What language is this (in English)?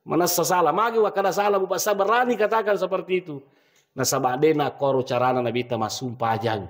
Buginese